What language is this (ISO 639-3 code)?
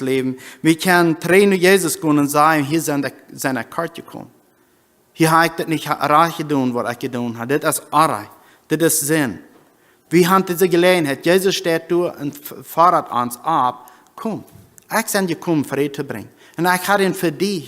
pdt